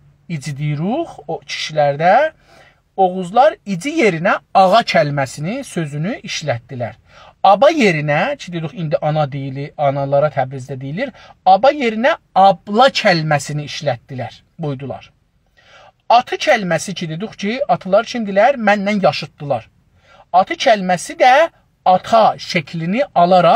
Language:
South Azerbaijani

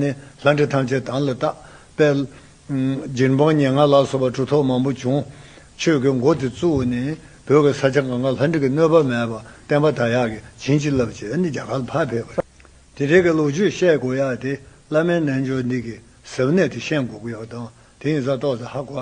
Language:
Tibetan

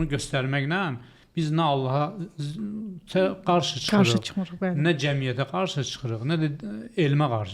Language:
Azerbaijani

